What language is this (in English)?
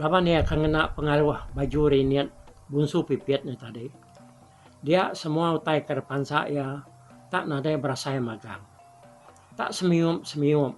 Iban